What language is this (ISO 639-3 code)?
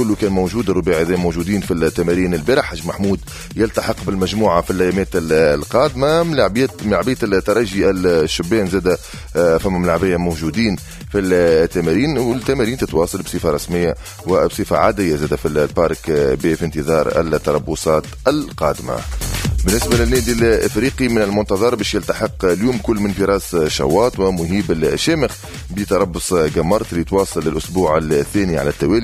aeb